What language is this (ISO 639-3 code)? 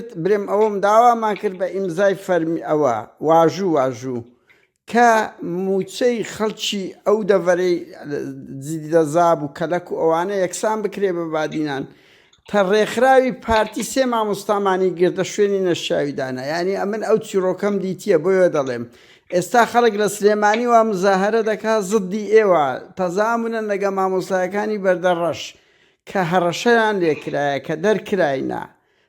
ckb